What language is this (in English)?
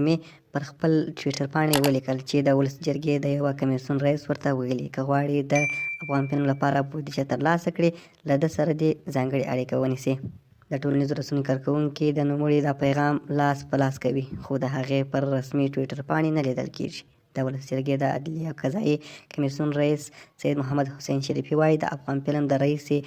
Pashto